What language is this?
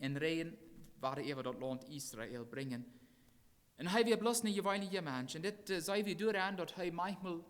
Plautdietsch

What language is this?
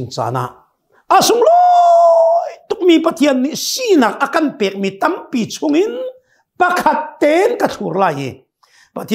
Hakha Chin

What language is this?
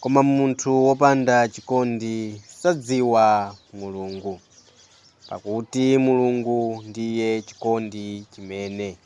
Nyanja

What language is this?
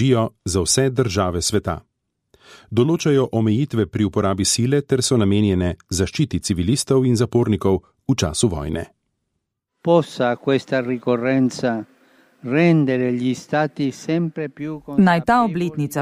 Slovenian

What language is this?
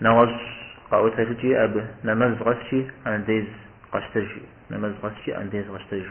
Kabardian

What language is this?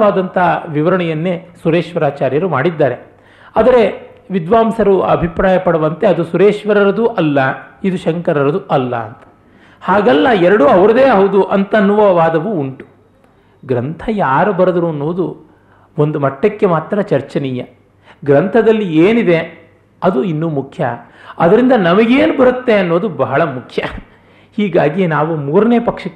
Kannada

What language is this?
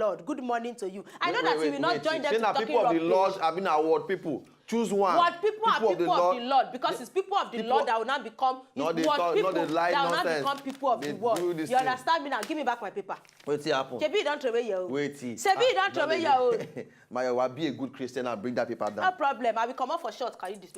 Nigerian Pidgin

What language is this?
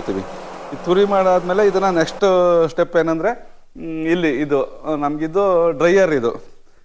Kannada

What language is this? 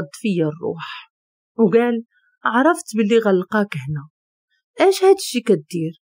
Moroccan Arabic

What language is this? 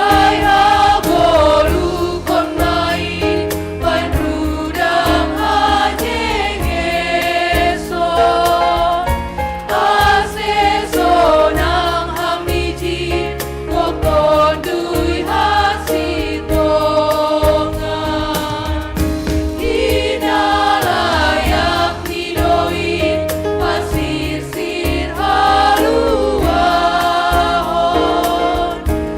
Batak Simalungun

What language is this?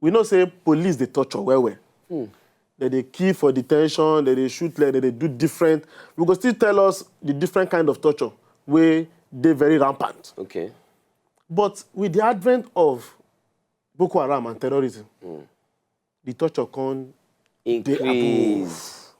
Nigerian Pidgin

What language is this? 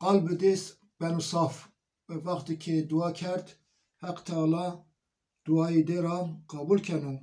Zaza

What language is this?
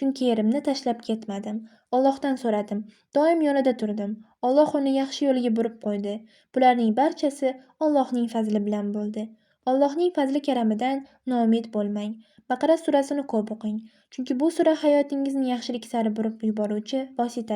Uzbek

